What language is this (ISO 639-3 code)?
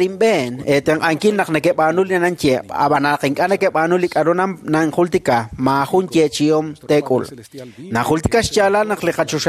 kek